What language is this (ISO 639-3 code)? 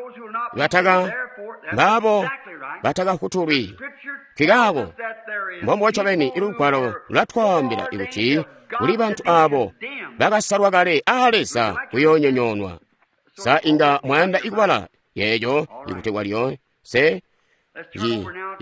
toi